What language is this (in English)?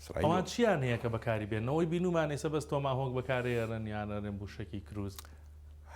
Central Kurdish